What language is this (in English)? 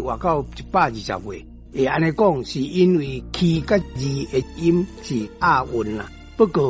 Min Nan Chinese